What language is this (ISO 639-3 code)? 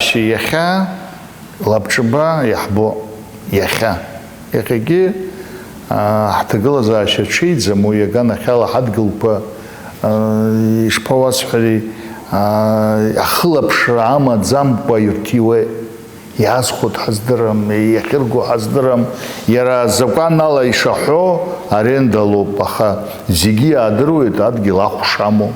abk